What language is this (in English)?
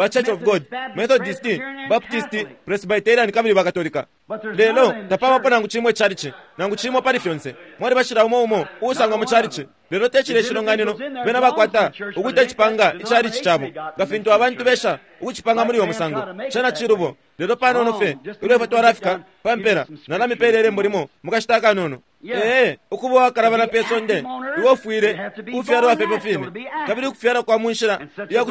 Bemba